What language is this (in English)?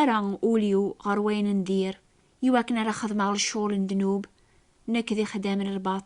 Kabyle